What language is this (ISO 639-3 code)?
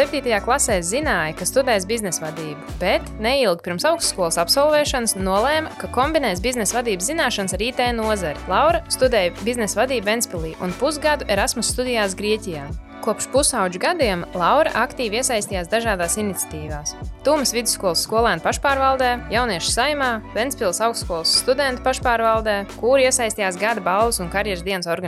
lav